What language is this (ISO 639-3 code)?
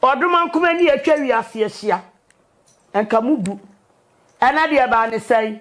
aka